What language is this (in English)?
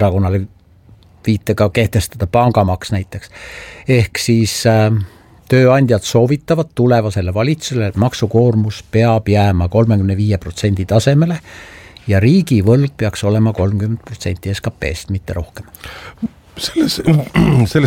Estonian